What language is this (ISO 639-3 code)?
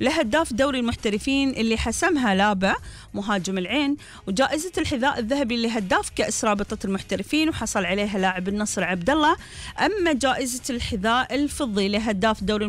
afb